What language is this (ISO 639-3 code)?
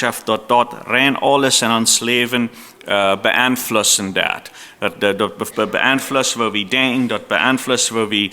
pdt